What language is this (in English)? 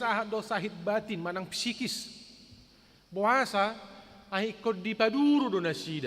Batak Toba